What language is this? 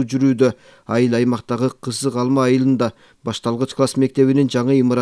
Kyrgyz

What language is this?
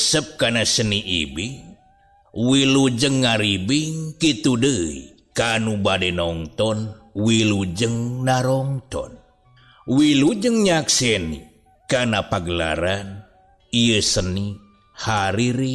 Sundanese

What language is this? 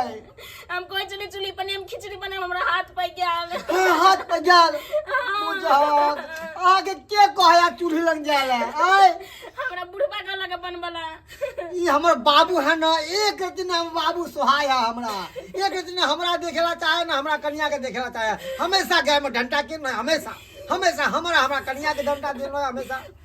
Maithili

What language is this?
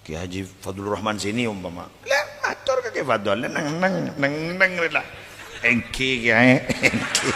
Madurese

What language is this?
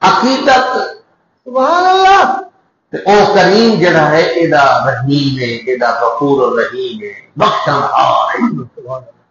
Saraiki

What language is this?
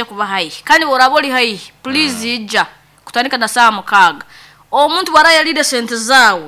Nyoro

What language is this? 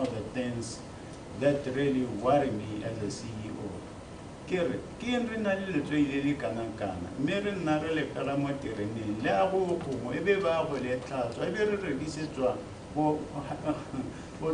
Tswana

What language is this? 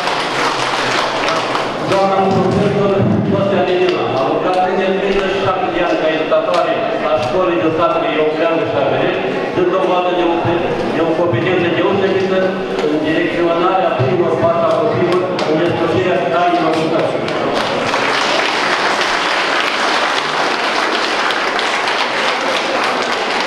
Romanian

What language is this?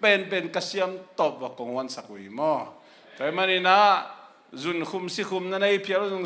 Tedim Chin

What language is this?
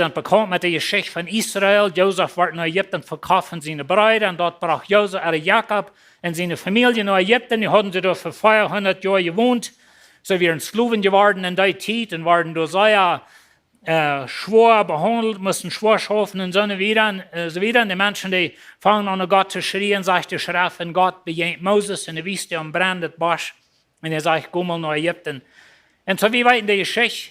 Plautdietsch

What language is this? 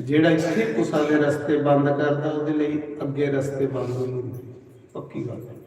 Dogri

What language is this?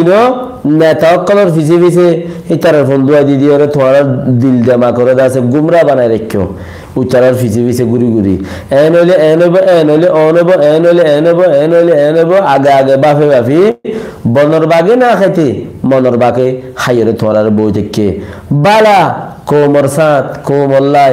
Rohingya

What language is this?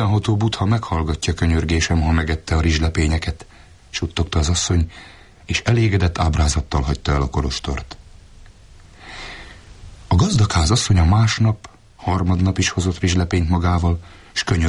Hungarian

